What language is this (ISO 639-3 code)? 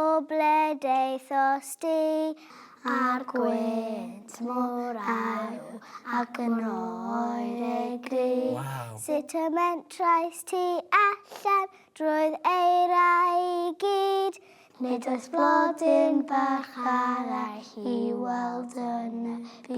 cym